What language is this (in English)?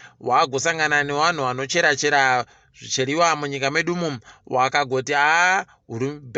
Ndau